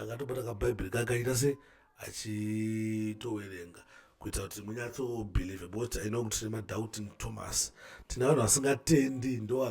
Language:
Shona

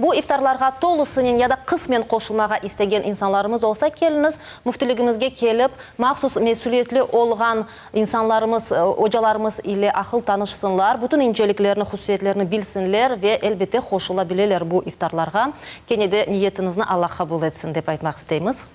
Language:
Crimean Tatar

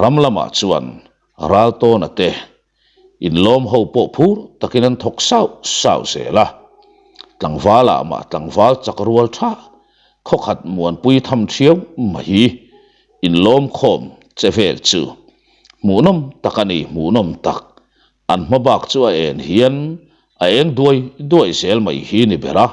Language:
Mizo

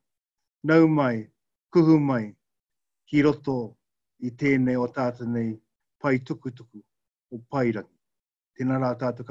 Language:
Māori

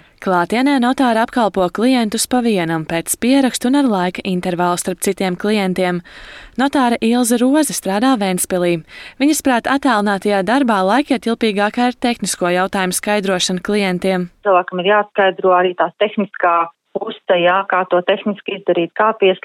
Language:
Latvian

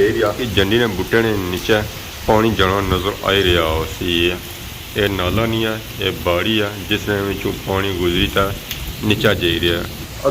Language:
Pahari-Potwari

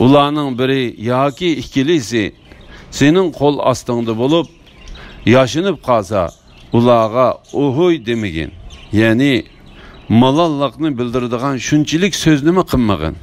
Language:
Uyghur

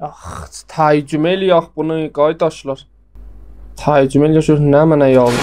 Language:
South Azerbaijani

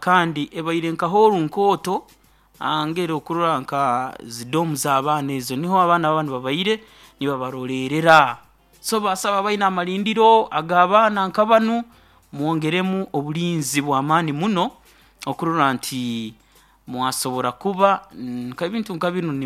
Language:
Nyoro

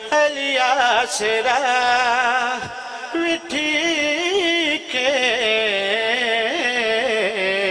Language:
Urdu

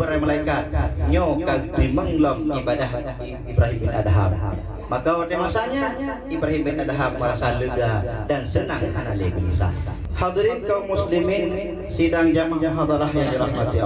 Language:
Achinese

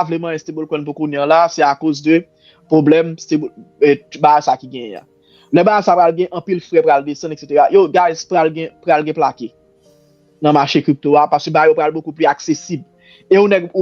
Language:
Haitian Creole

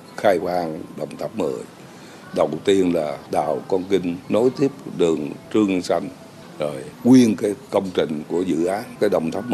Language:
Vietnamese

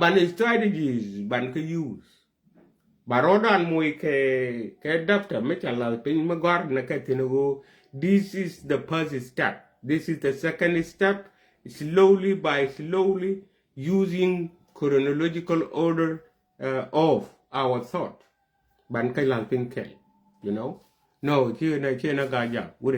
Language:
Nuer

